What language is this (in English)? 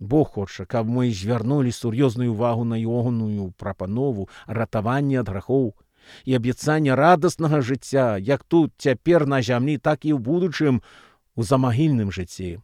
Belarusian